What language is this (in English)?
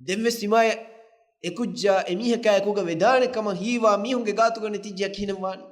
Divehi